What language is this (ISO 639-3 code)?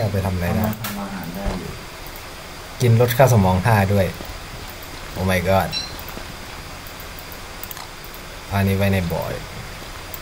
tha